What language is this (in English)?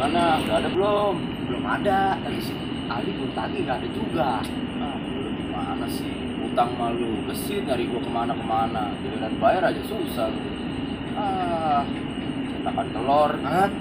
Betawi